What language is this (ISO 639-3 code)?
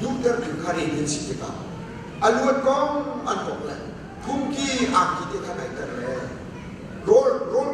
cnh